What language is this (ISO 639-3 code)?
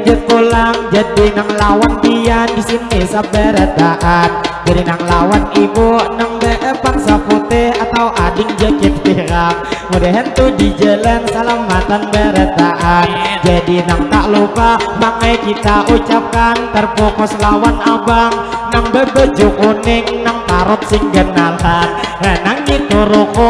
bjn